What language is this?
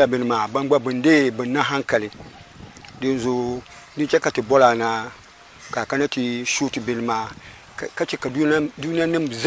Dagbani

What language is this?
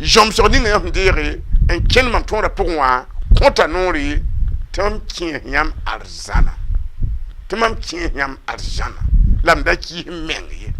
Mossi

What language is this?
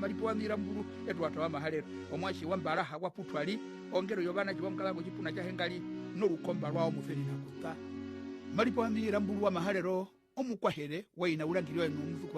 Herero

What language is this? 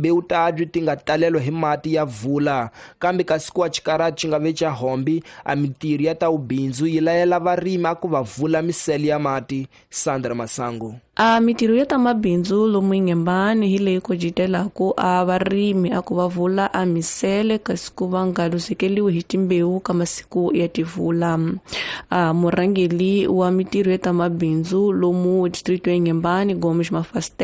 Tsonga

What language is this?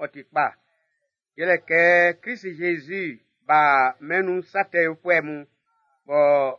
Baoulé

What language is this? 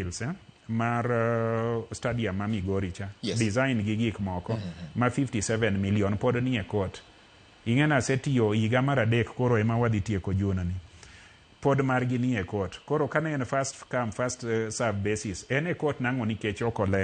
Luo (Kenya and Tanzania)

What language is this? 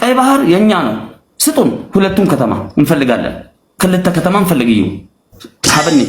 Tigrinya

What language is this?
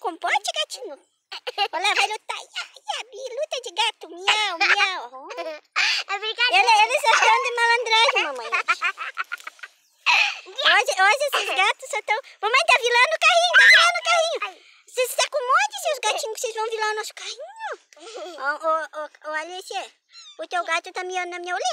Portuguese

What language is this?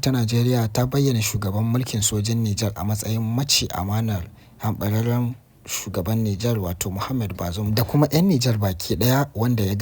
Hausa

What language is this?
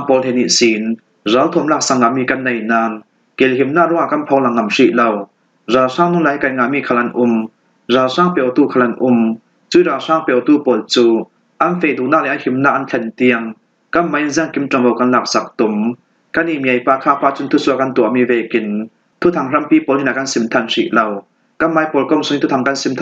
Falam Chin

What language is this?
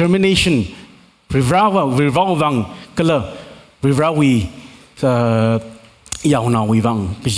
Tangkhul Naga (India)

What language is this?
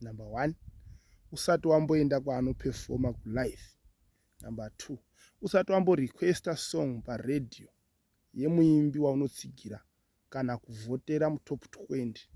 Shona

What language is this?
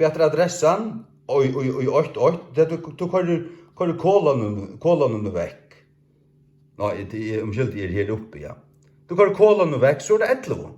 Faroese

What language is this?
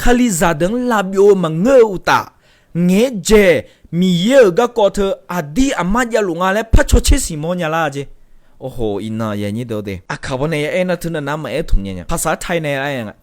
Akha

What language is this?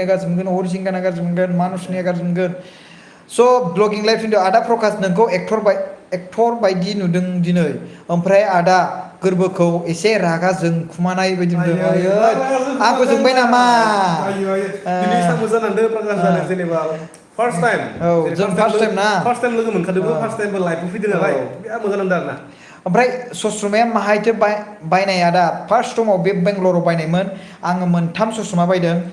Bodo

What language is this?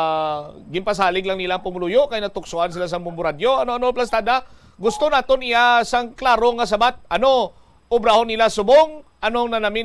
Hiligaynon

